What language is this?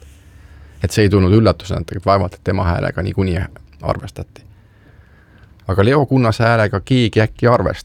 Estonian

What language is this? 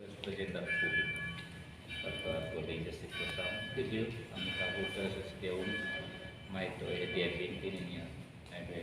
Tetum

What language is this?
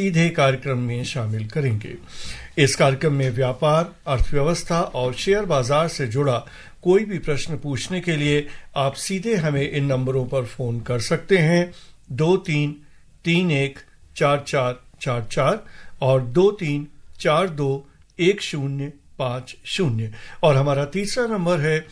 Hindi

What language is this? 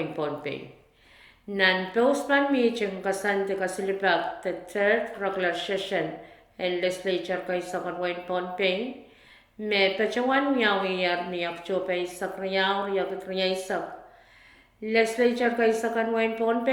Pohnpeian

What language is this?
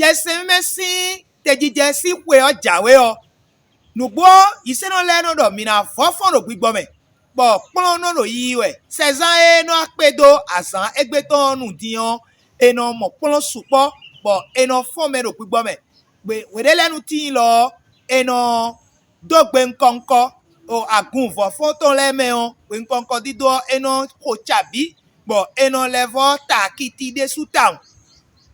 Fon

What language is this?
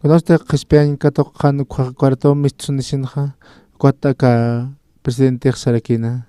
Aymara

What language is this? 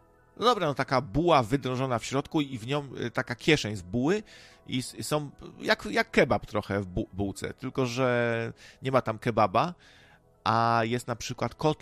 Polish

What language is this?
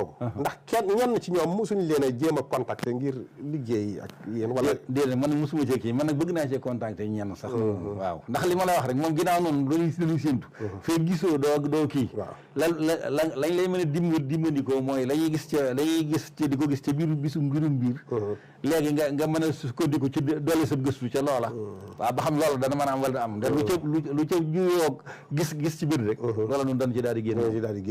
Wolof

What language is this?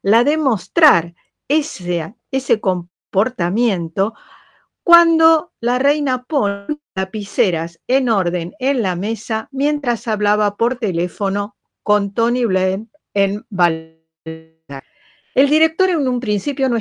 Spanish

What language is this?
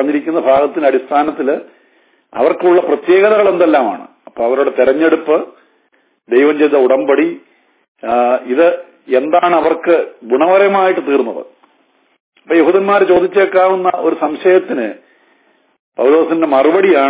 Malayalam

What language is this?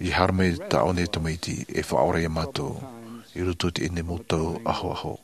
Tahitian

